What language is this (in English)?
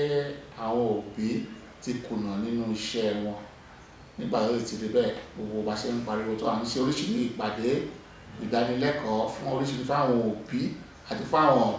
Yoruba